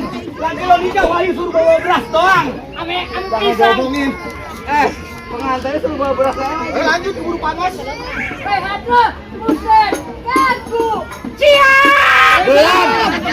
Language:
Betawi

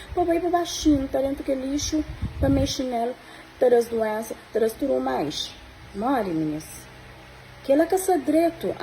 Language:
Kabuverdianu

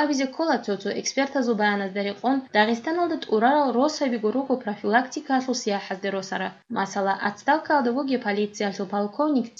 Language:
Avaric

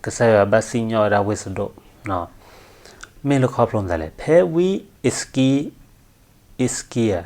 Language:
S'gaw Karen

